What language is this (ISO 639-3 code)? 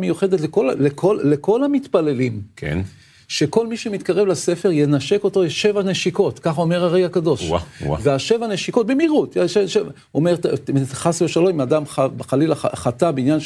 heb